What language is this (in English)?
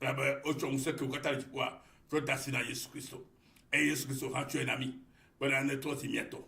Ewe